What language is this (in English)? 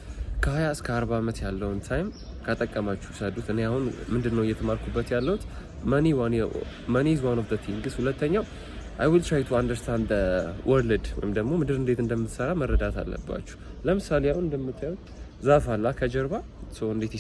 Amharic